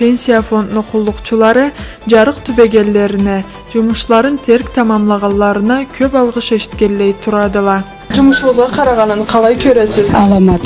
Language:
Karachay-Balkar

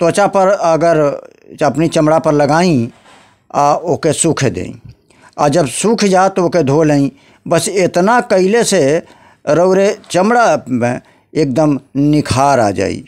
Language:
Bhojpuri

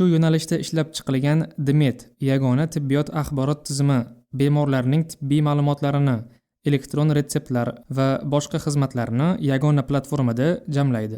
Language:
Uzbek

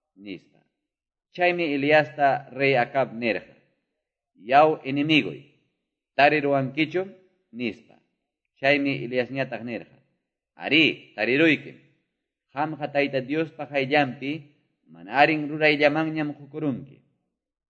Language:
Quechua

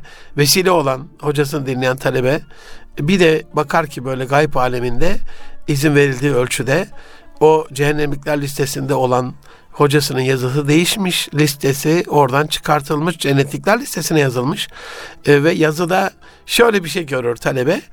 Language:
Turkish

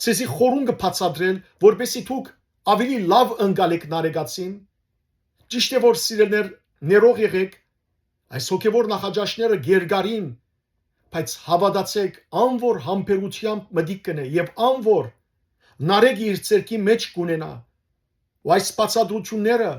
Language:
Western Armenian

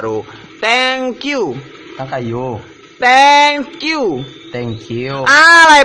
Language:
Minangkabau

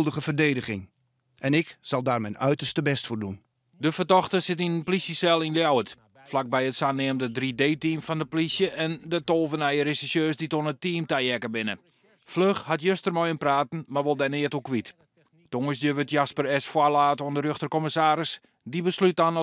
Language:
Western Frisian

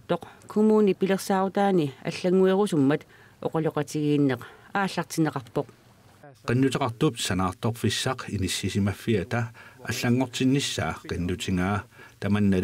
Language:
Kalaallisut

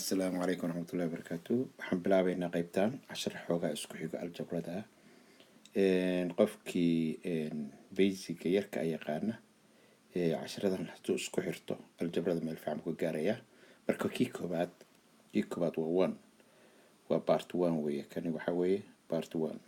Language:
Somali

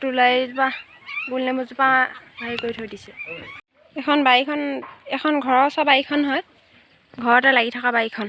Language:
Assamese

